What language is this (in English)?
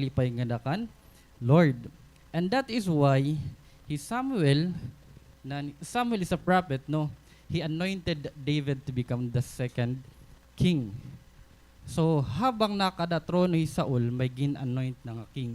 Waray